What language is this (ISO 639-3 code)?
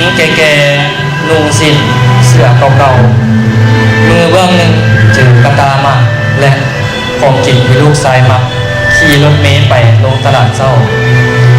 lao